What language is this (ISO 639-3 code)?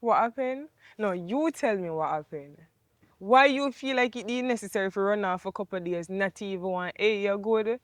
jam